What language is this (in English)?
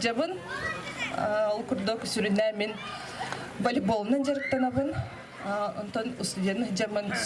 Yakut